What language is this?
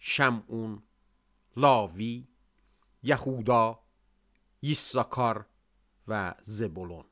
Azerbaijani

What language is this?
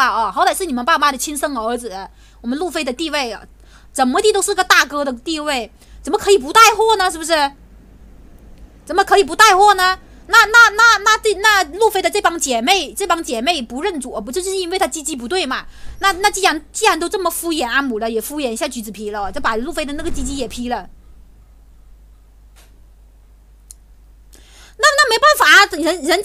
Chinese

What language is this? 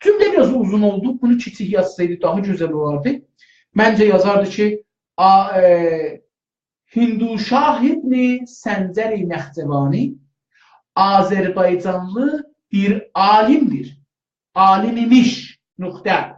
South Azerbaijani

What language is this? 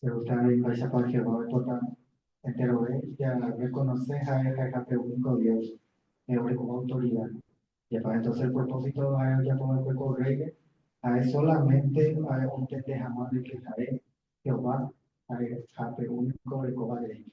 Guarani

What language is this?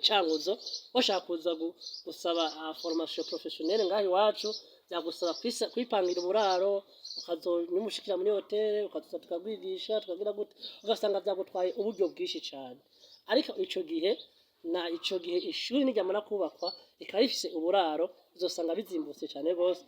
Rundi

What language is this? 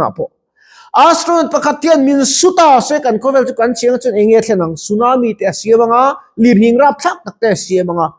Mizo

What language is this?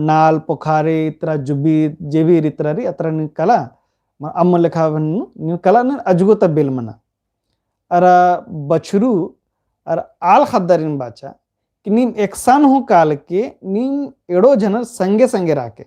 Kurukh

